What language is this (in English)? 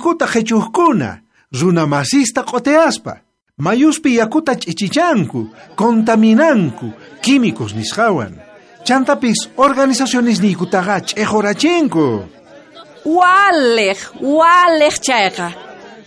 South Bolivian Quechua